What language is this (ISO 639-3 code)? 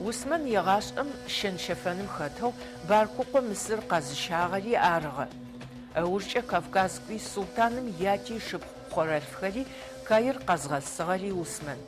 ady